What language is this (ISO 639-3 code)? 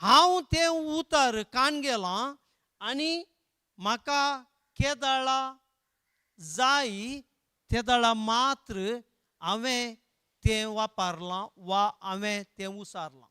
kok